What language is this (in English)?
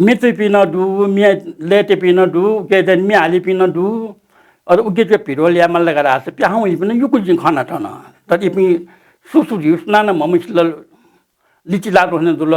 Newari